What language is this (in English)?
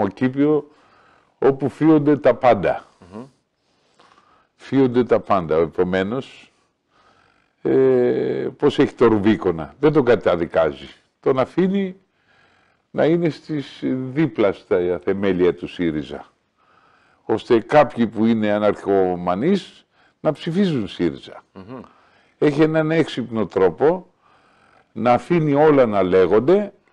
Greek